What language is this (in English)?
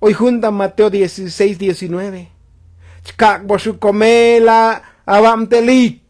Tzotzil